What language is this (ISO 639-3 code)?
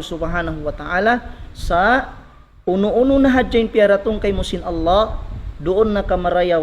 tsg